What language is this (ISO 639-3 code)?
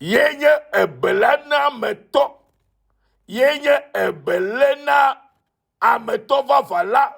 ewe